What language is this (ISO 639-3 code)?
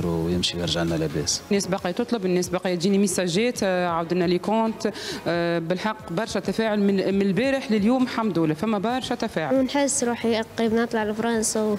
aeb